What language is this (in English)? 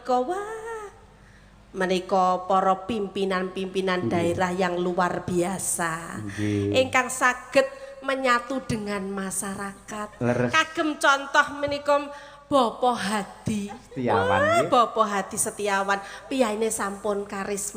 Javanese